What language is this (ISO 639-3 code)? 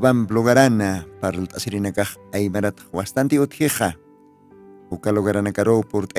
aym